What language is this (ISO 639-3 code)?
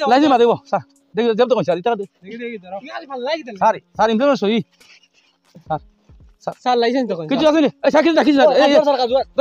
syl